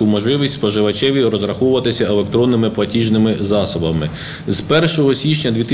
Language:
Ukrainian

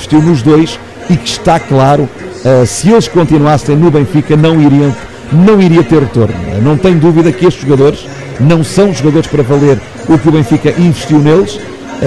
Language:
Portuguese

